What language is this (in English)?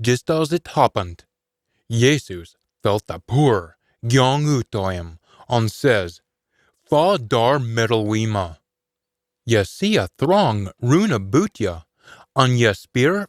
Scots